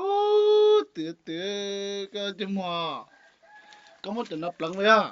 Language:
Hmong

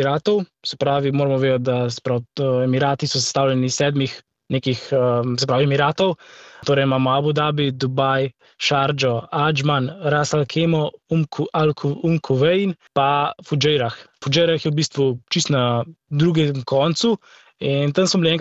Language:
Slovenian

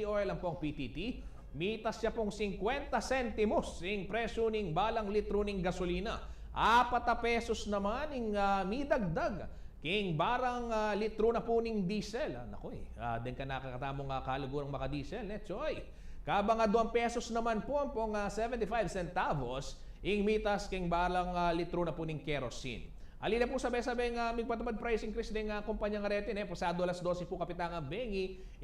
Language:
Pampanga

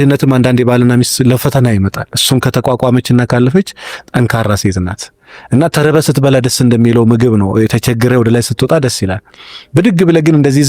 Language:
Amharic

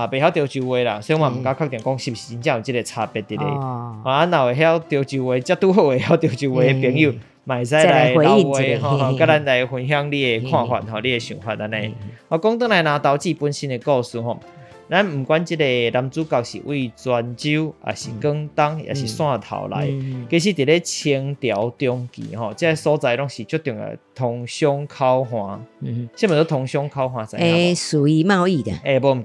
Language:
Min Nan Chinese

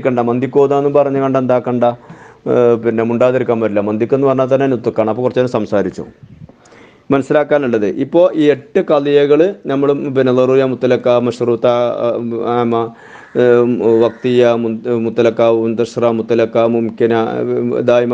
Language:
Malayalam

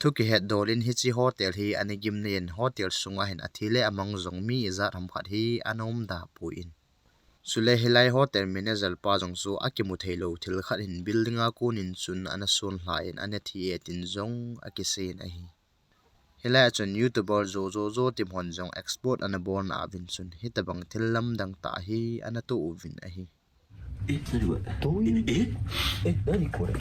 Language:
Thado Chin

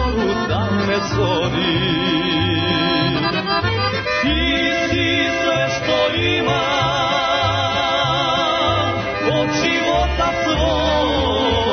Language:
Serbian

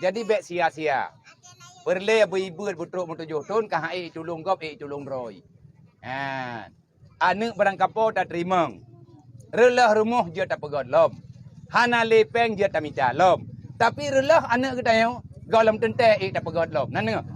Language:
Achinese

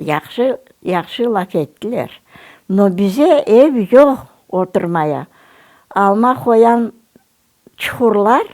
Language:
Crimean Tatar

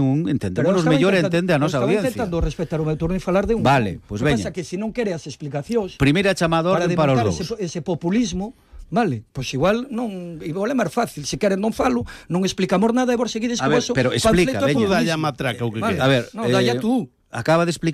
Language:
Galician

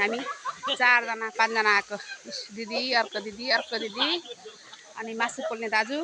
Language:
Nepali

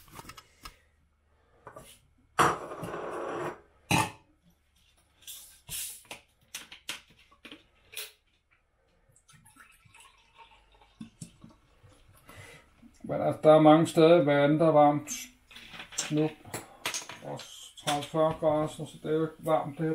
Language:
Danish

